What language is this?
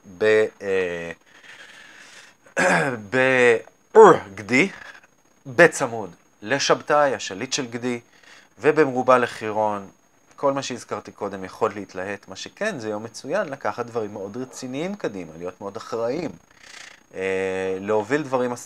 Hebrew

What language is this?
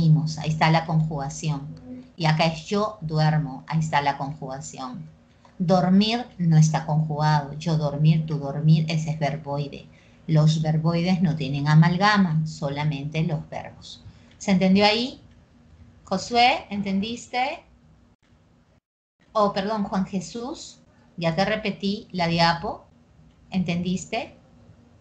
Spanish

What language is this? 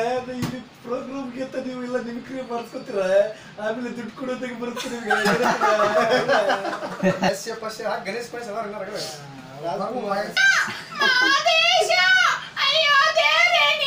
Kannada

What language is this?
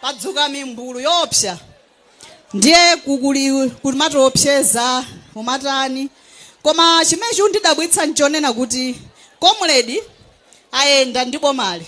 Nyanja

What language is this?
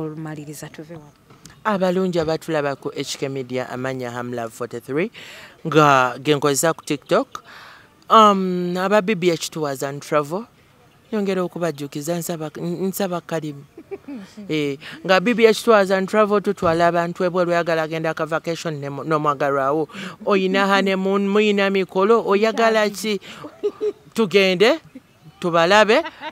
Ganda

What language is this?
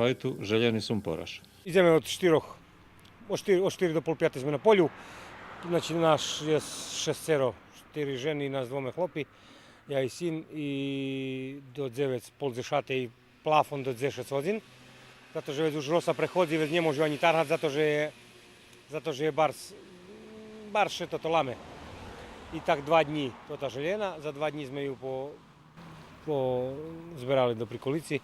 Rusyn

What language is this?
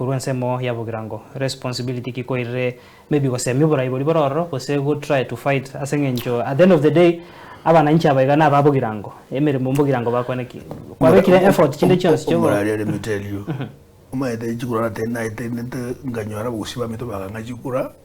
Gusii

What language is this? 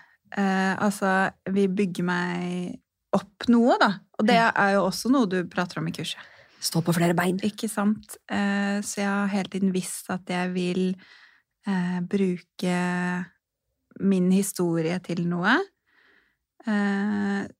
Norwegian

